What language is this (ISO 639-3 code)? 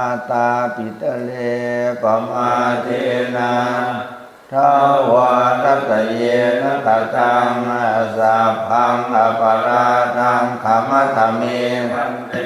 pli